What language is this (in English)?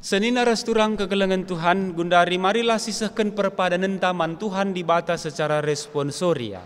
Batak Karo